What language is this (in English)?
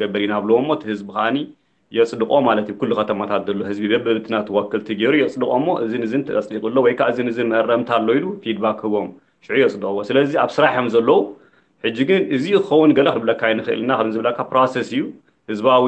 Tigrinya